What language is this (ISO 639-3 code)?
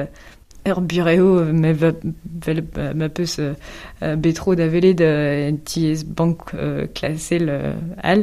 bre